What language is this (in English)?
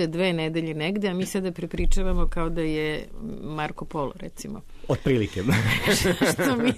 Serbian